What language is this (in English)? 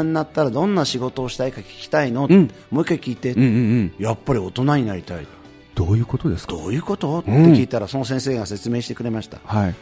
Japanese